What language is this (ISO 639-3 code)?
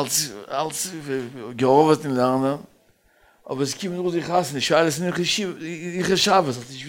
yid